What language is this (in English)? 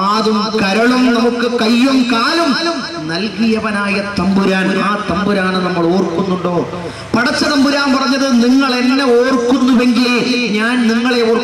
Malayalam